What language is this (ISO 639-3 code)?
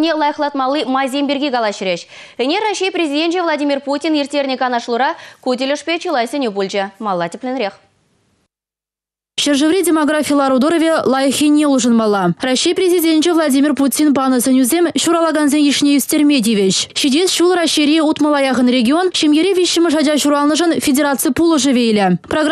chv